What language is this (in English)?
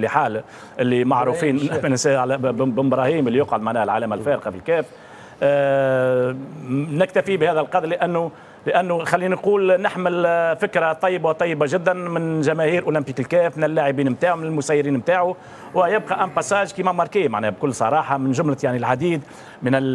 Tunisian Arabic